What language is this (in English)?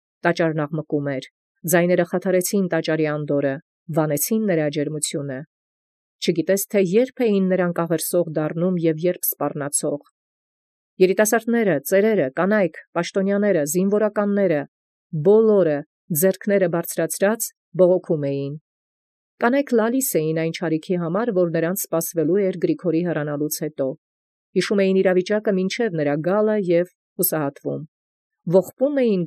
Armenian